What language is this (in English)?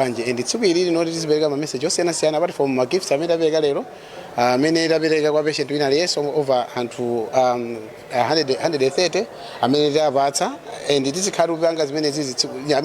Nyanja